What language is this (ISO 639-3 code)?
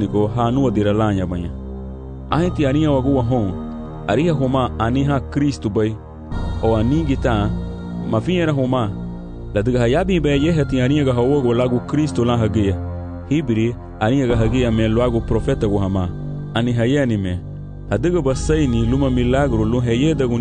cab